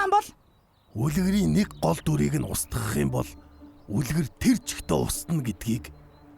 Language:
Mongolian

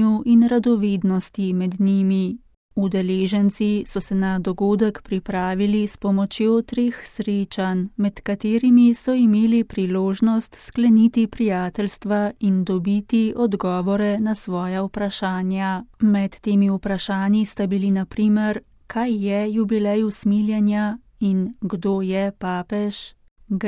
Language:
Slovenian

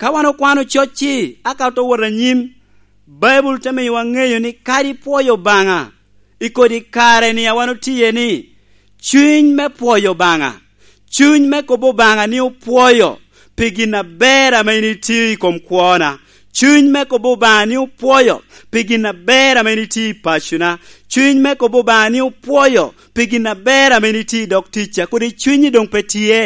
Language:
Lango (Uganda)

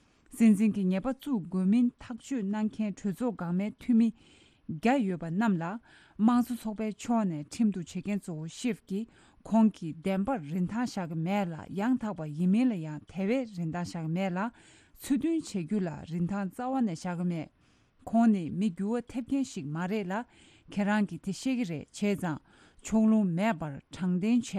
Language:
Tibetan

